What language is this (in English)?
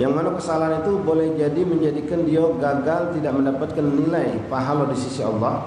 Musi